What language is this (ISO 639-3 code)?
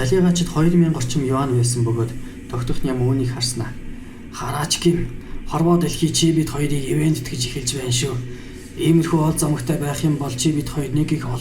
mon